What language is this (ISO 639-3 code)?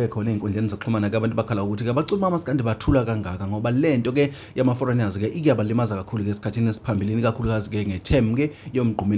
zul